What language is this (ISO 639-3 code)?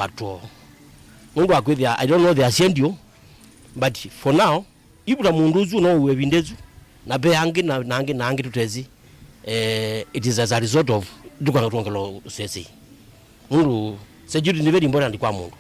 kam